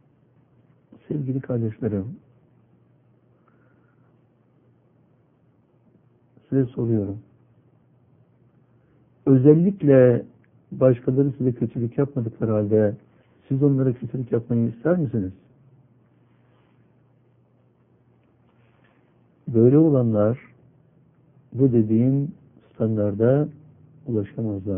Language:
Turkish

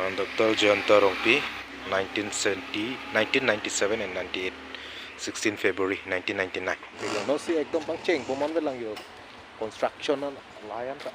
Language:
Karbi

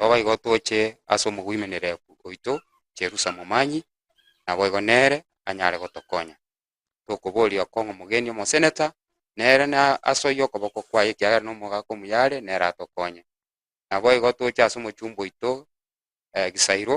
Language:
Gusii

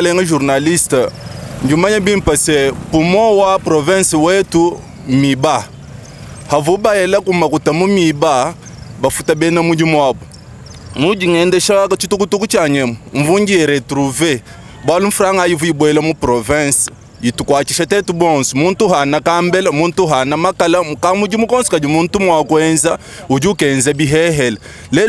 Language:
Luba-Lulua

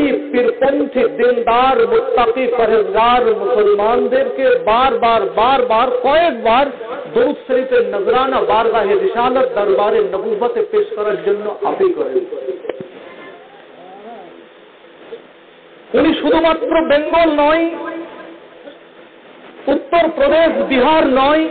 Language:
Bangla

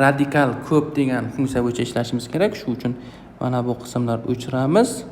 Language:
Uzbek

